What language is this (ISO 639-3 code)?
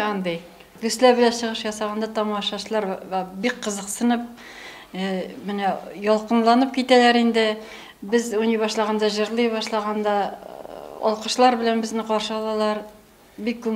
tat